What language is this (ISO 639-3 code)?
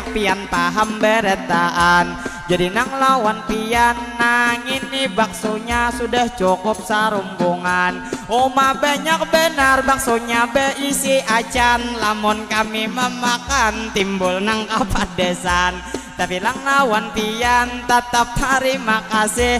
bjn